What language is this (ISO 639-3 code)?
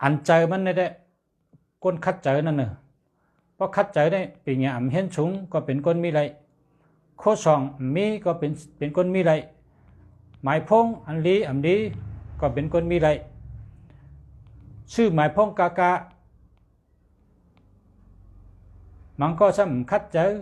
shn